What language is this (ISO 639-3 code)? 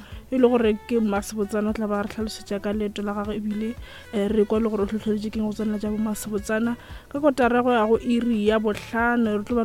nso